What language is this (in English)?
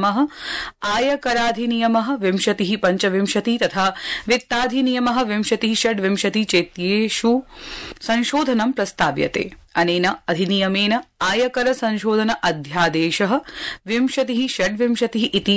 Sanskrit